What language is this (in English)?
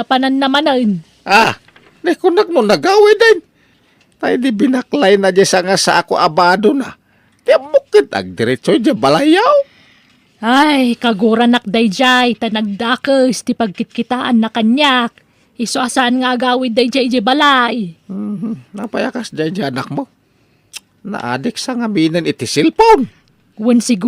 Iloko